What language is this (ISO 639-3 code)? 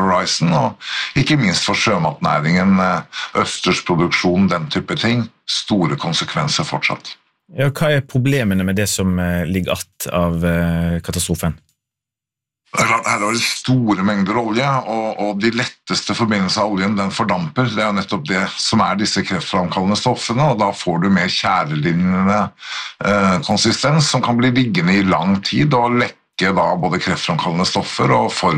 nor